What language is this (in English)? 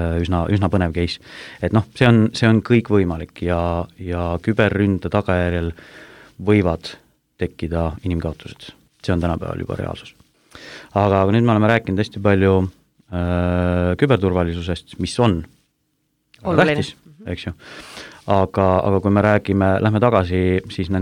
Estonian